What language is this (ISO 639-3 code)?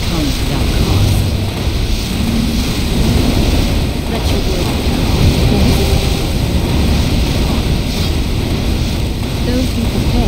eng